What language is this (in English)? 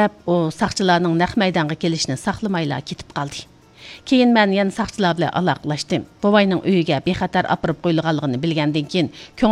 Uyghur